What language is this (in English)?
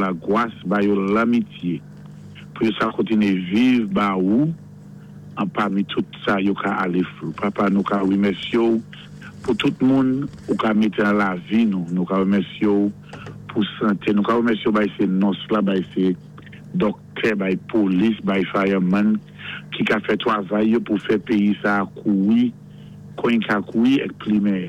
Saint Lucian Creole French